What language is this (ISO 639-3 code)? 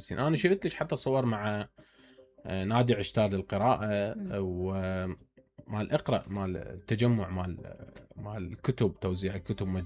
acm